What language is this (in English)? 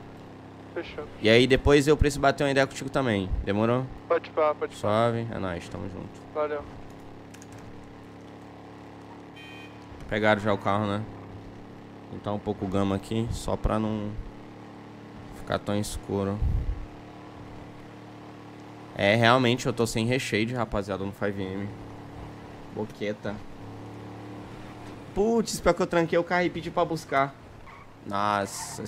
Portuguese